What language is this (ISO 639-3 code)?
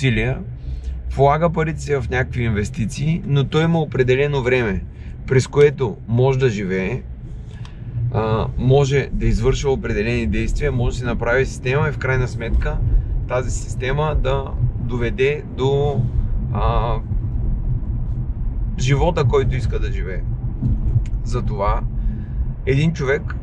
bul